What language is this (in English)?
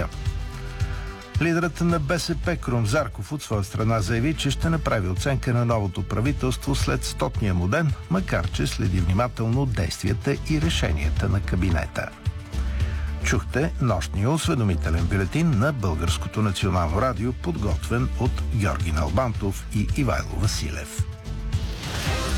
Bulgarian